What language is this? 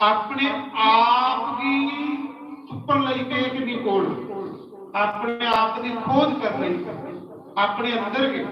Dogri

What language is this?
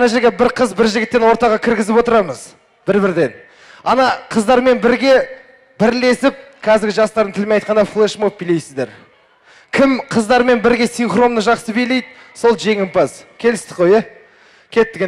Kazakh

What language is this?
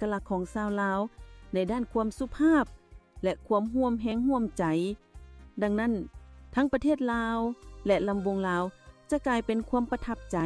Lao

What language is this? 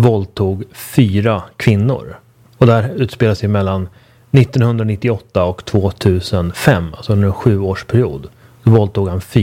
Swedish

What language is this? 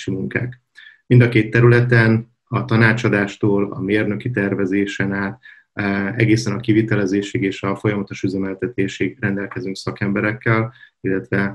Hungarian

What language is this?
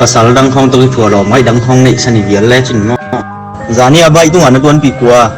Tedim Chin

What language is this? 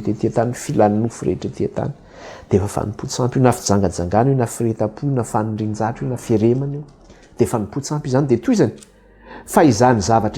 Malagasy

